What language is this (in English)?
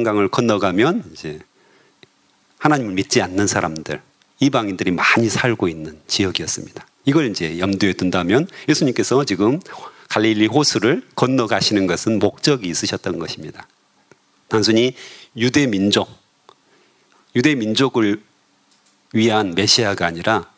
Korean